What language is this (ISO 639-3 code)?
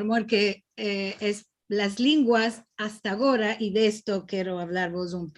lad